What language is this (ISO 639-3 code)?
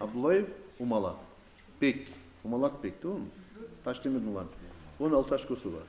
kum